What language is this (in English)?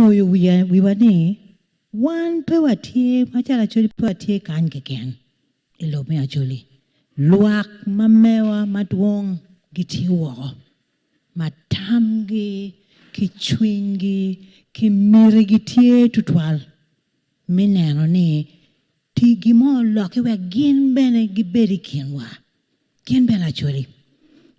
Acoli